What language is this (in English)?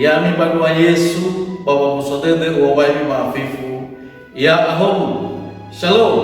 Nias